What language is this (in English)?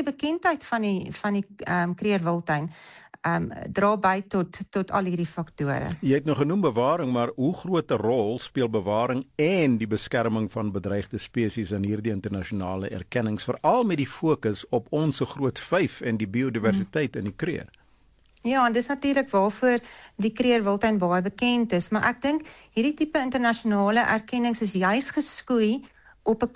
Afrikaans